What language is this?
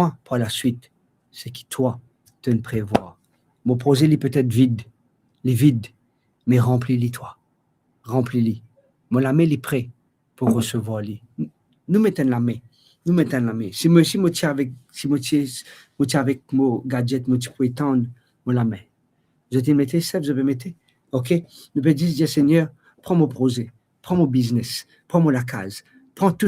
Morisyen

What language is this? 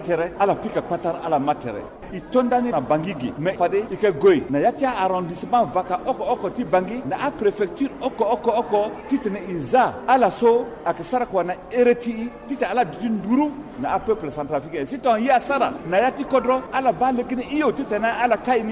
Sango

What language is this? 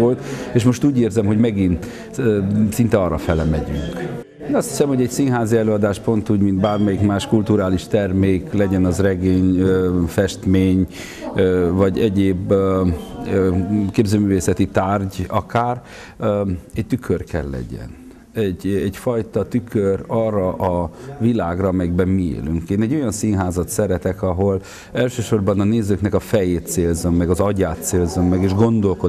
Hungarian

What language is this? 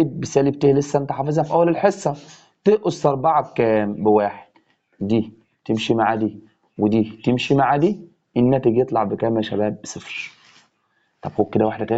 Egyptian Arabic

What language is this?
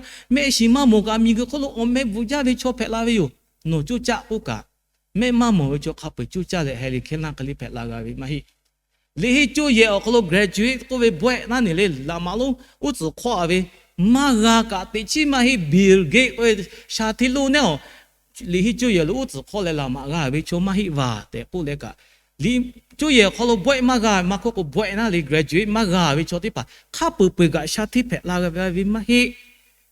Lahu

